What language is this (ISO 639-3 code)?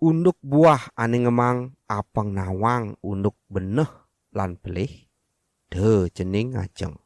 ban